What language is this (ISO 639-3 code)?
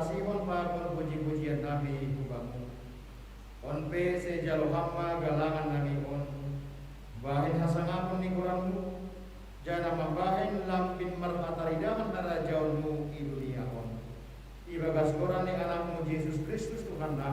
bts